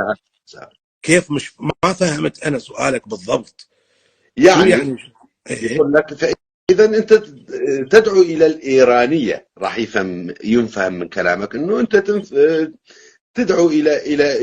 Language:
North Levantine Arabic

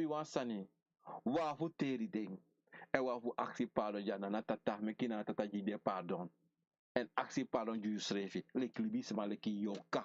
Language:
Sranan Tongo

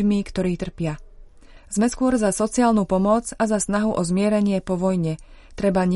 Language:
Slovak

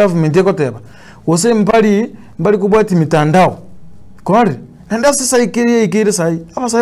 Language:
Gusii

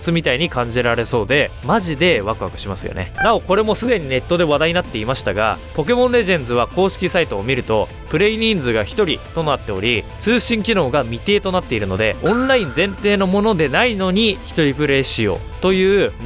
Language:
Japanese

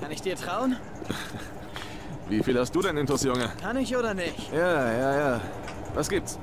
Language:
Swiss German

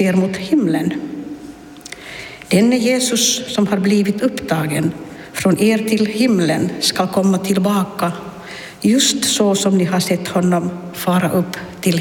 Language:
Swedish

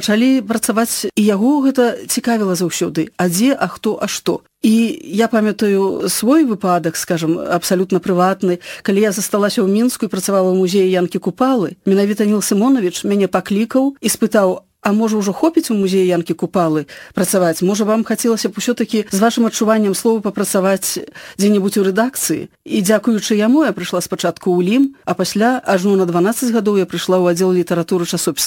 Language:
Belarusian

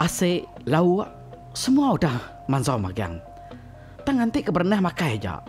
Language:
Iban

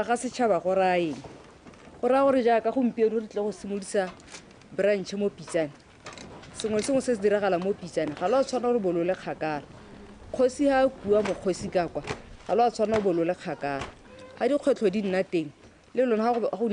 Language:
Tswana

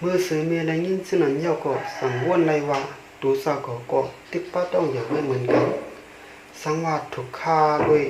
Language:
Shan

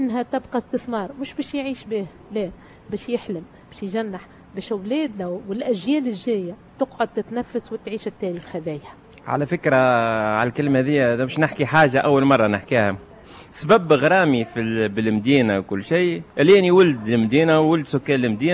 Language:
Tunisian Arabic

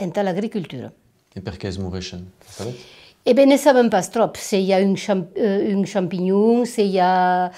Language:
Occitan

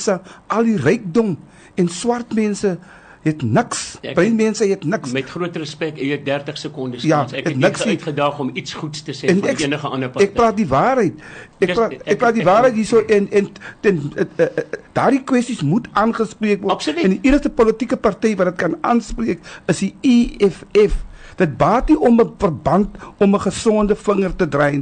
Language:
Afrikaans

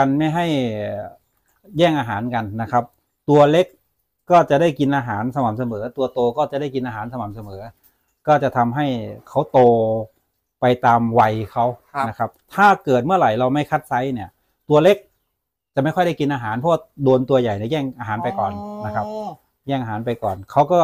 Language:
Thai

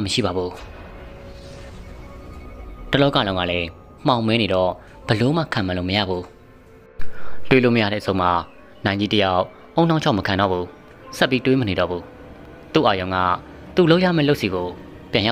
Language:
Burmese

